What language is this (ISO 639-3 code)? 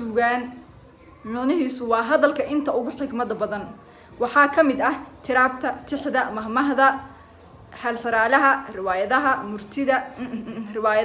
som